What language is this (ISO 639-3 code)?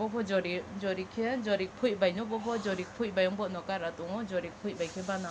trp